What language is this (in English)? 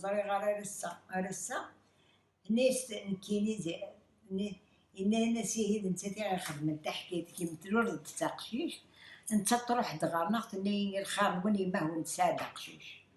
Kabyle